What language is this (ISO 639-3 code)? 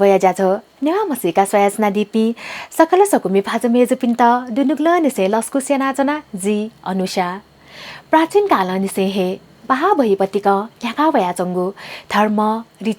new